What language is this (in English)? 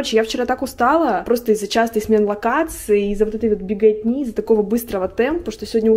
Russian